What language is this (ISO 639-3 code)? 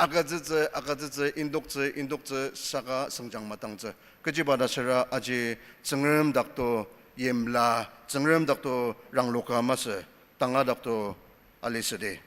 njo